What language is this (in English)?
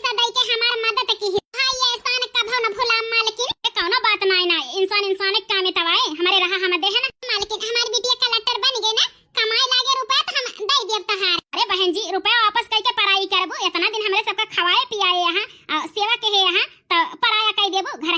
Awadhi